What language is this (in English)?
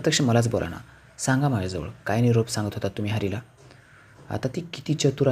Marathi